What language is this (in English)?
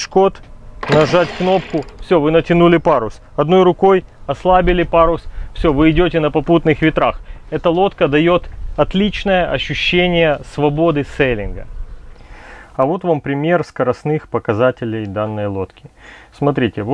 Russian